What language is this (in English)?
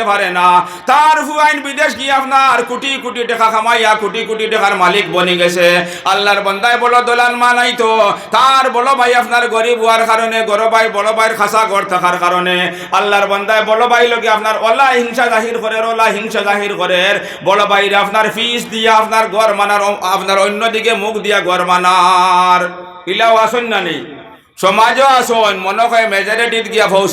Sylheti